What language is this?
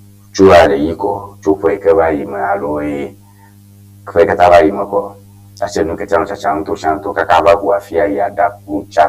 Ewe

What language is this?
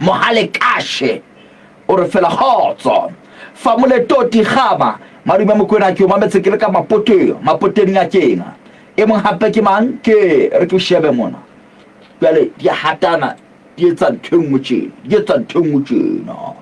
Southern Sotho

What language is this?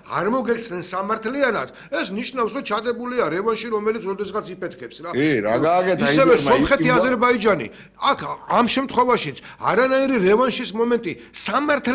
Georgian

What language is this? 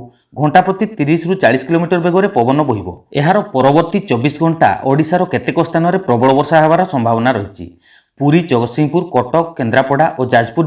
Odia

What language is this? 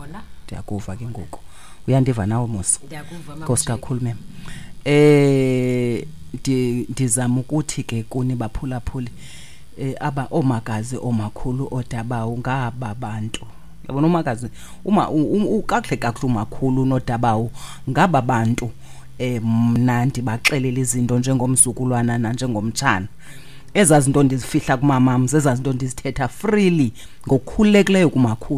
Xhosa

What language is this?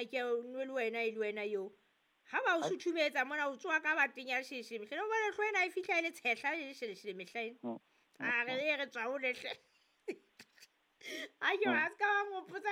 Southern Sotho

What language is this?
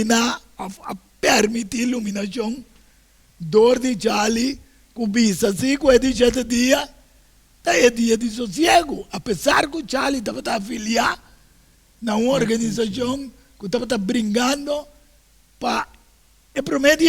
Papiamento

